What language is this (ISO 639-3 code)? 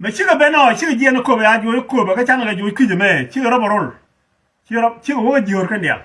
nus